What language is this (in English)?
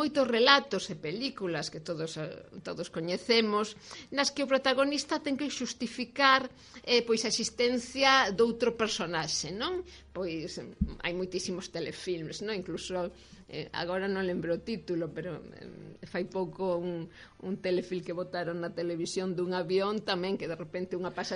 Galician